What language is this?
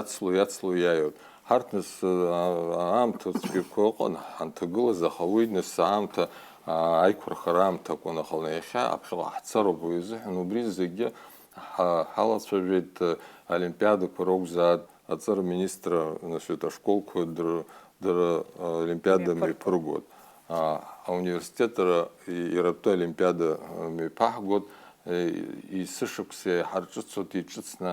Abkhazian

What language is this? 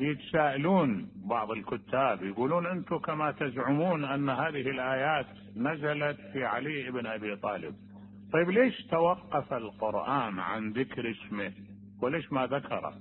Mesopotamian Arabic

